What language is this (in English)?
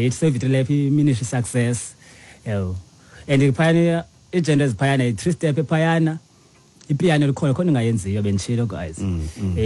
Xhosa